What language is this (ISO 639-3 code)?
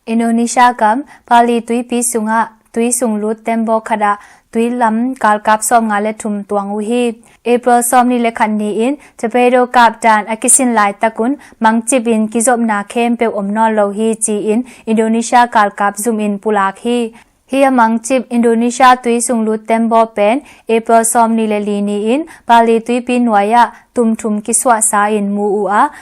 ctd